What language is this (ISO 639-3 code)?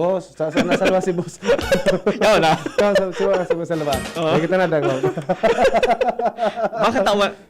bik